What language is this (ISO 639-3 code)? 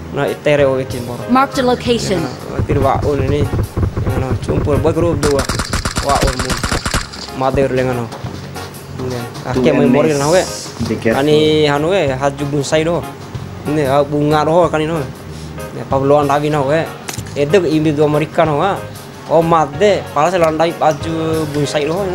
bhp